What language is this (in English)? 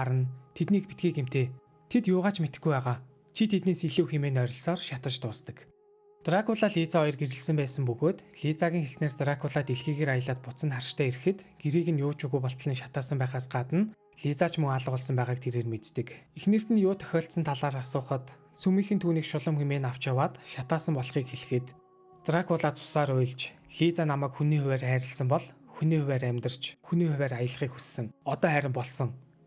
Mongolian